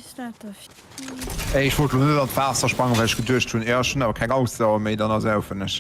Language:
Luxembourgish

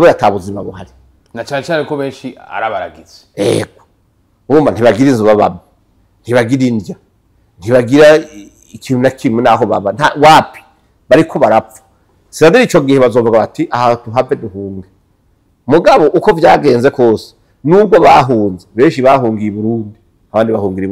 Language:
Rundi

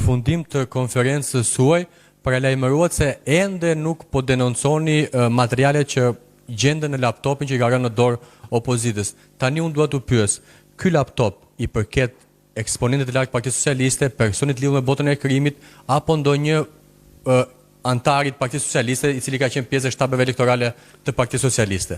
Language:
Albanian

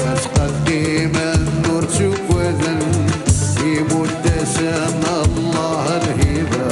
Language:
Kabyle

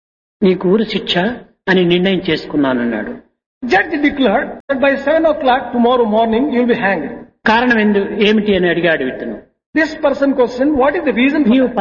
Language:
Telugu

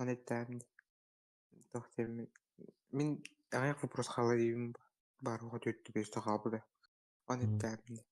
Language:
Yakut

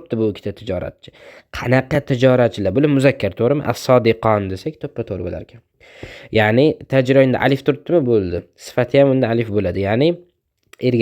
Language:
Uzbek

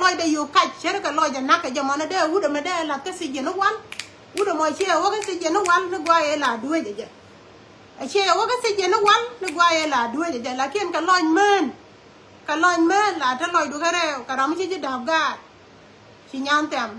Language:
Nuer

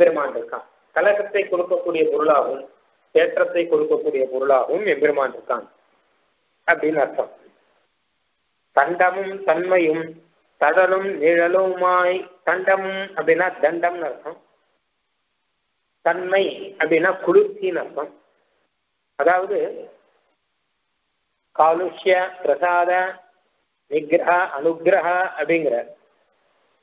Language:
Tamil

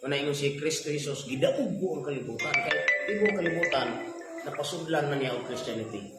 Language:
Cebuano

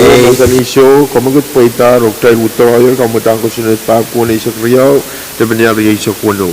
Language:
Pohnpeian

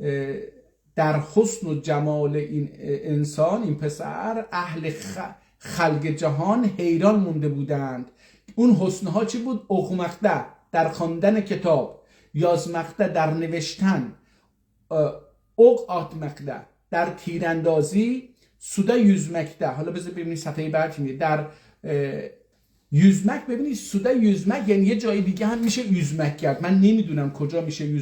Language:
South Azerbaijani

